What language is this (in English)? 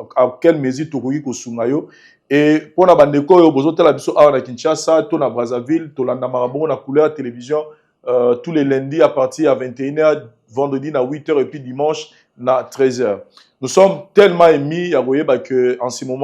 Lingala